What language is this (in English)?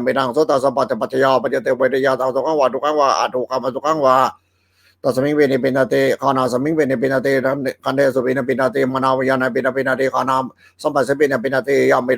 Pali